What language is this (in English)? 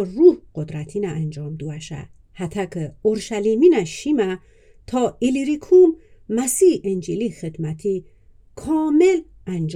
Gilaki